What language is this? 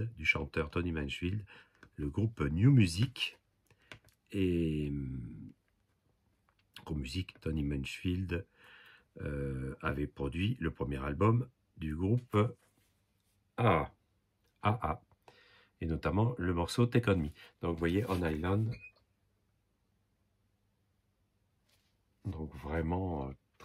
French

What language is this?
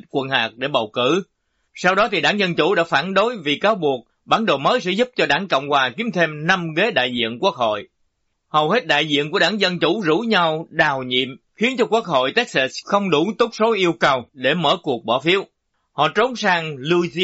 Vietnamese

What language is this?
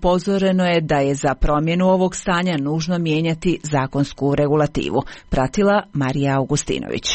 Croatian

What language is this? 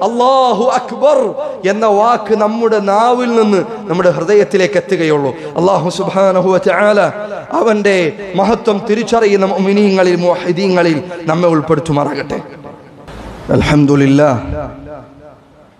Malayalam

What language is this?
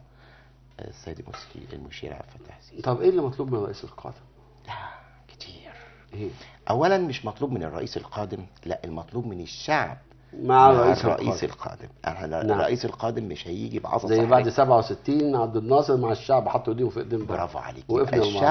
Egyptian Arabic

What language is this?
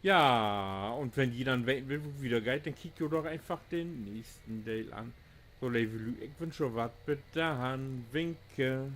Low German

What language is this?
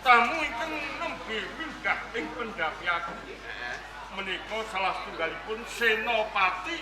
Javanese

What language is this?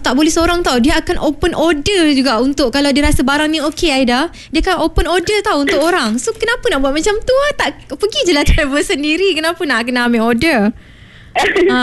Malay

